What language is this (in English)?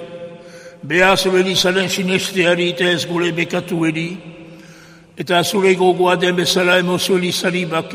Basque